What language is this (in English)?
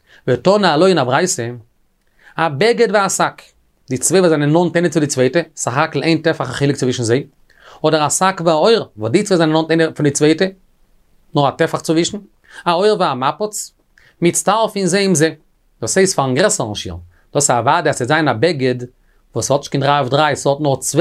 Yiddish